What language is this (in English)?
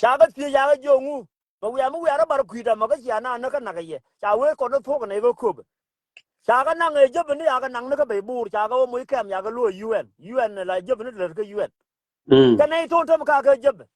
Nuer